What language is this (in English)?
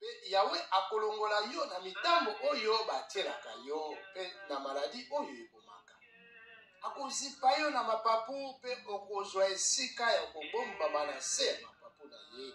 Lingala